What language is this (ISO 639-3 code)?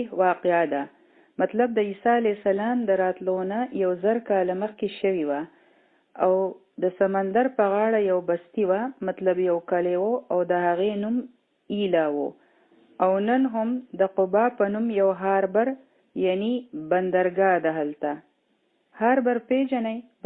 pus